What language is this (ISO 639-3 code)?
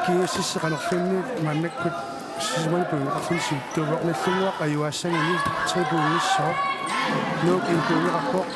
kal